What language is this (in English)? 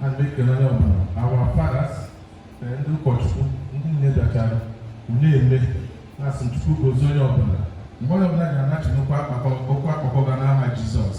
Igbo